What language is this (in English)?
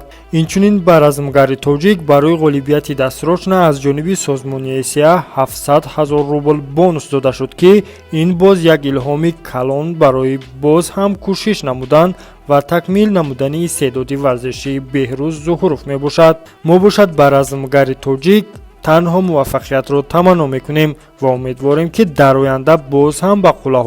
Tajik